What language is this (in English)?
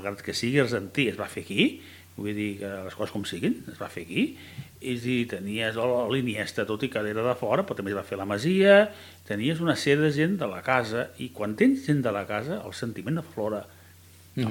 Catalan